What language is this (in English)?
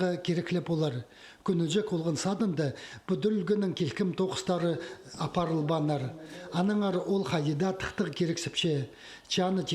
Khakas